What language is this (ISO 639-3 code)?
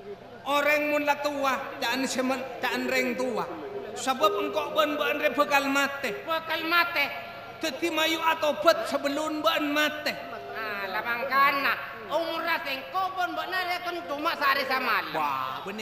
mad